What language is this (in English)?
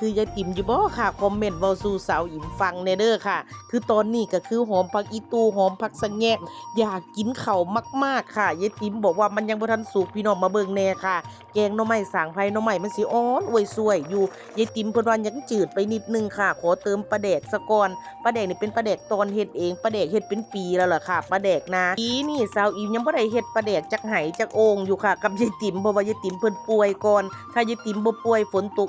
Northeastern Thai